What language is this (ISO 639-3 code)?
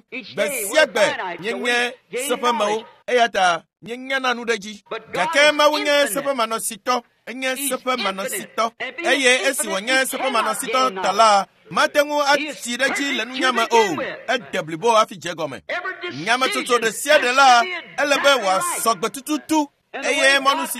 ewe